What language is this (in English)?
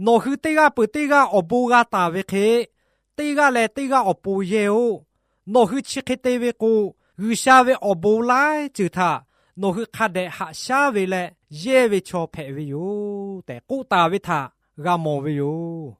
Lahu